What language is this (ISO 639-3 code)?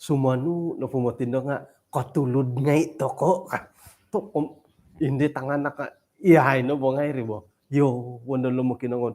dtp